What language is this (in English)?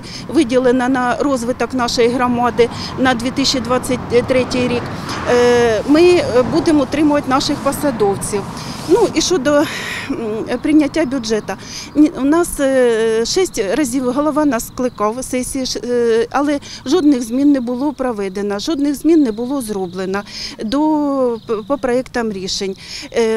Ukrainian